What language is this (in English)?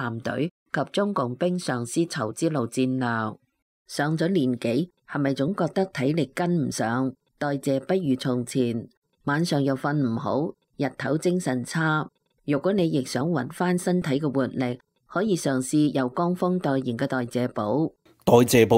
Cantonese